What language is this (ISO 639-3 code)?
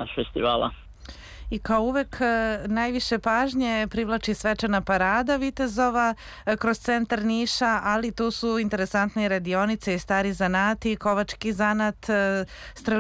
srp